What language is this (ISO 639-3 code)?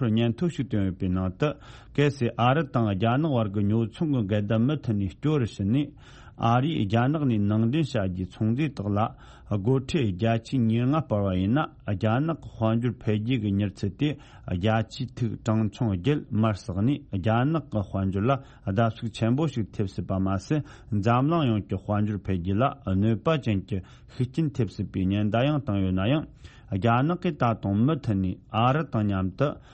bod